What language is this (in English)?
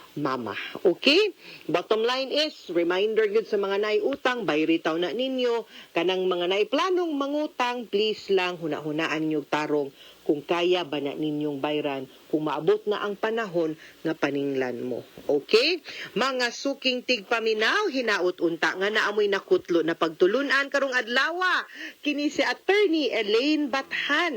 Cebuano